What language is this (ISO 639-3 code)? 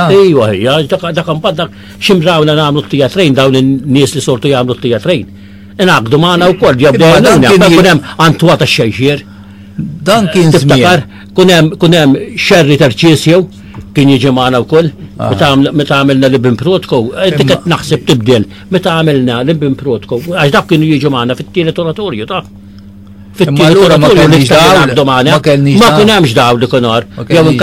mlt